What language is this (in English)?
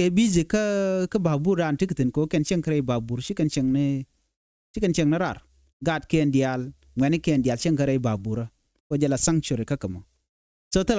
Nuer